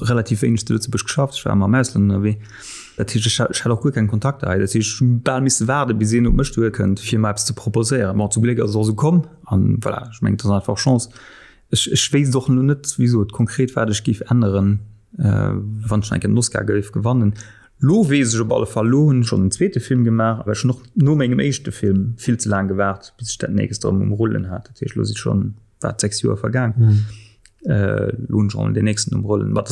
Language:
Luxembourgish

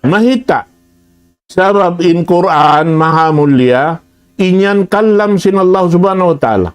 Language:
Tausug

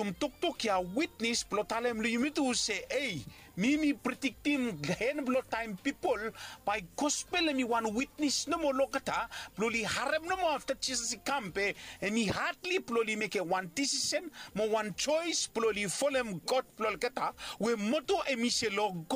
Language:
Bislama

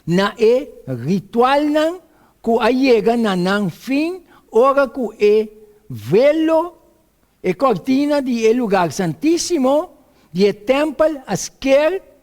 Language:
Papiamento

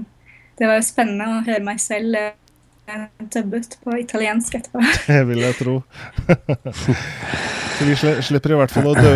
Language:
Norwegian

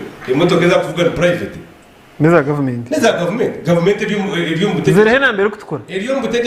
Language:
Nyankole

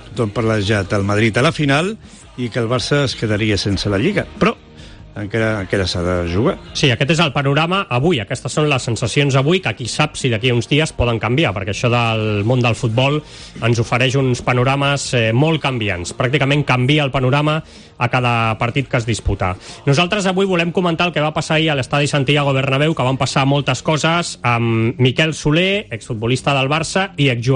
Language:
Catalan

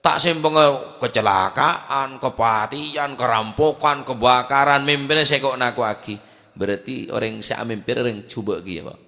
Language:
Madurese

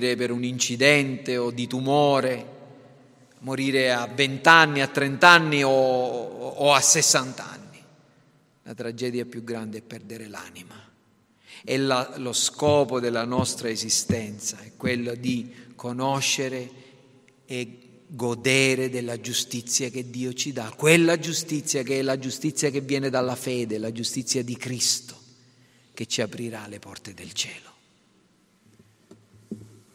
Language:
Italian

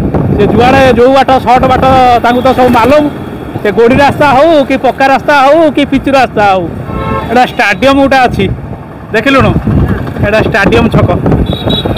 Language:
Odia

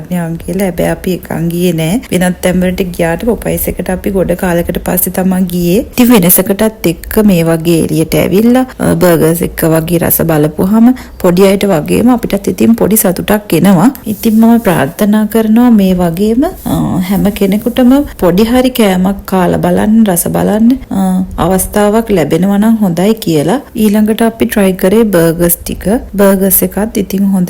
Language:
Sinhala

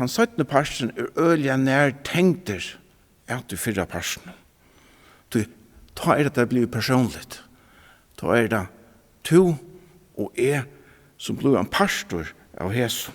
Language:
Faroese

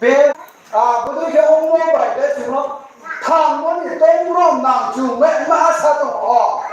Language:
Riang (India)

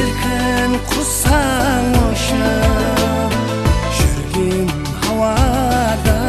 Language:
Kara-Kalpak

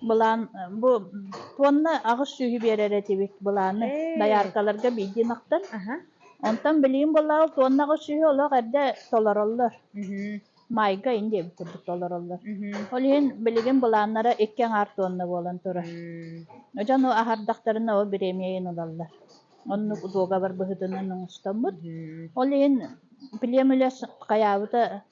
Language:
Yakut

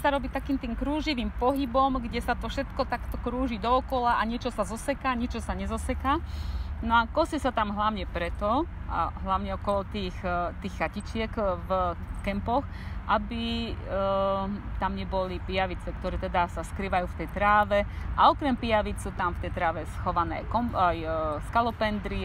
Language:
Slovak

